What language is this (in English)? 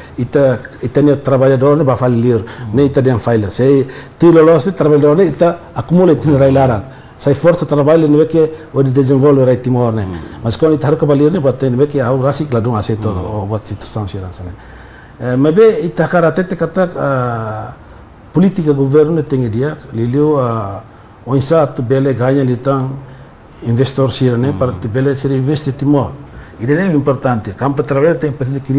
Tetum